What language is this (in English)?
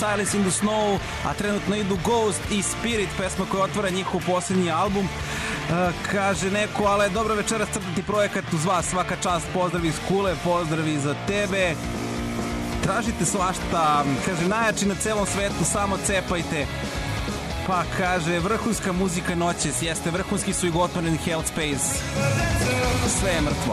Serbian